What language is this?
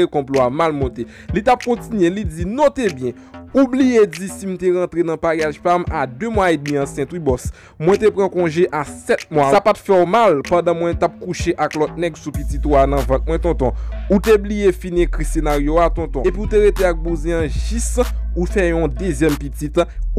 Haitian Creole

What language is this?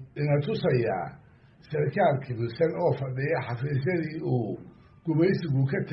Somali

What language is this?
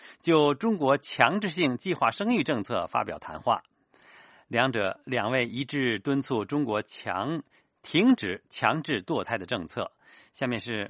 Chinese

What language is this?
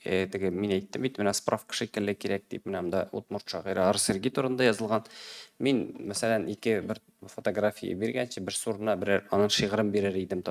Tatar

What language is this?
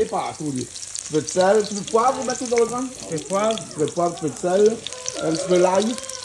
Réunion Creole French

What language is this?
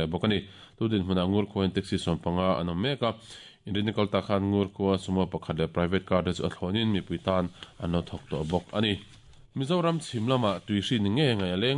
Mizo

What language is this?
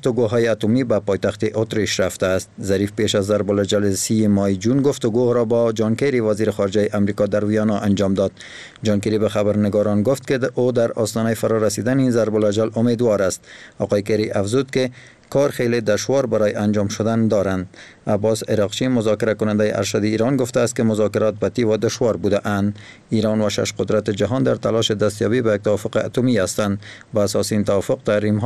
Persian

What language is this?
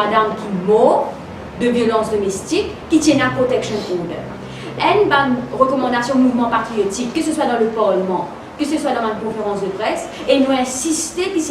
Morisyen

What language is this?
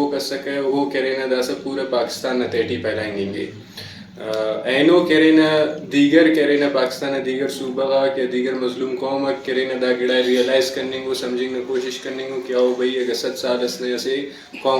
Brahui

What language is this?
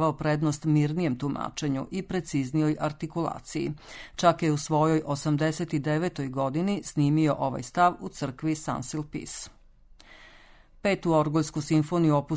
Serbian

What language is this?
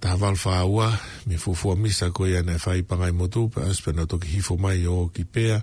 Tongan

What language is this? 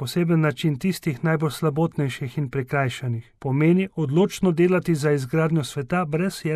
Slovenian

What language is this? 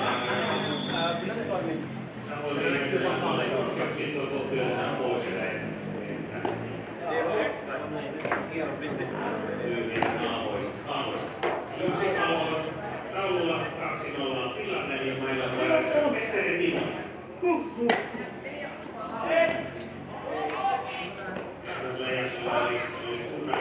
Finnish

